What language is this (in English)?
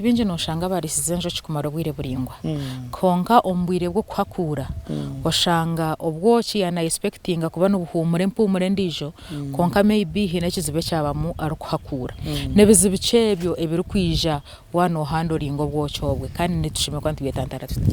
Nyankole